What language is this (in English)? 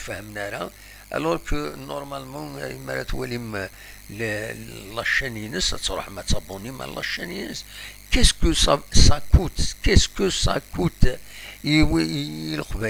Kabyle